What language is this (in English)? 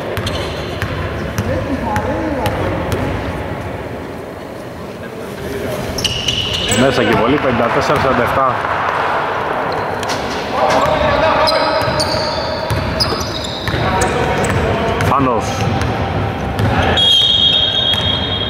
Greek